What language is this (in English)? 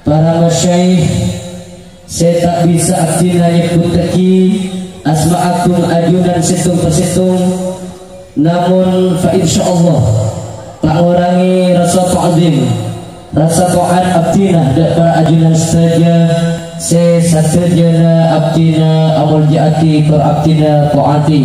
Madurese